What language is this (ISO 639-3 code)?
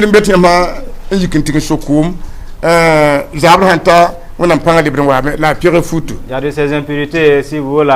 mos